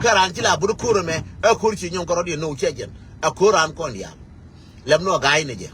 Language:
Nuer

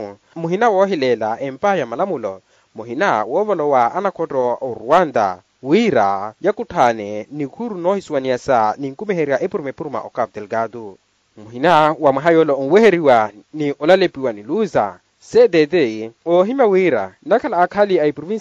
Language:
Makhuwa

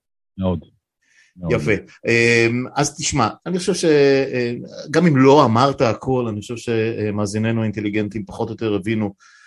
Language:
Hebrew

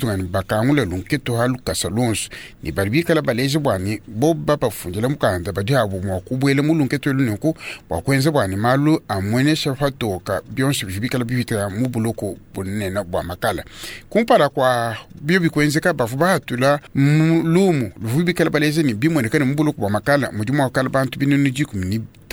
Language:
Luba-Lulua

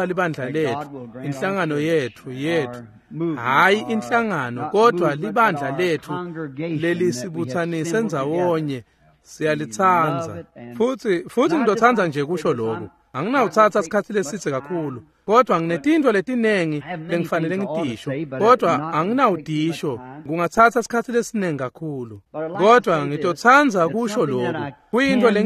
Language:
Swati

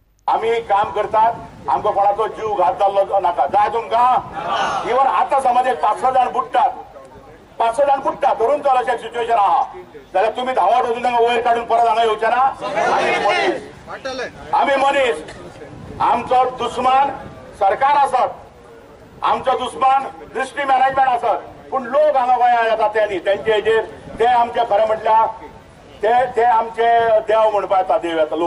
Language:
Konkani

